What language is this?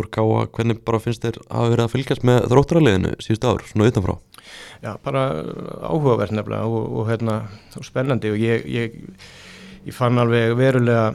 Icelandic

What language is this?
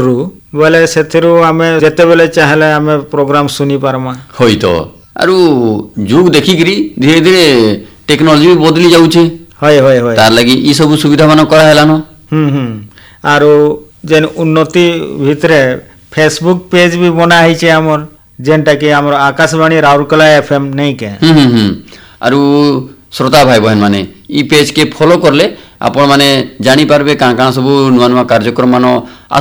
Odia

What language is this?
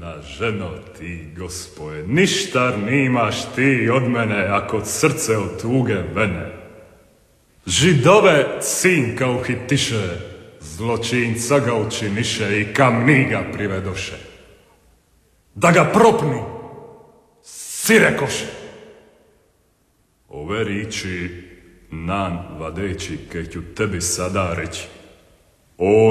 Croatian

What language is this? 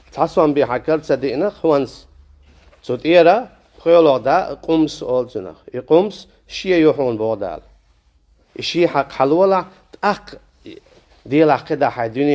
Chechen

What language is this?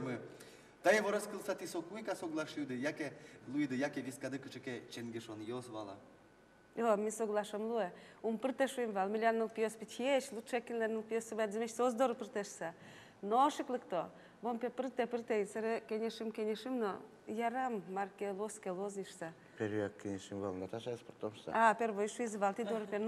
Udmurt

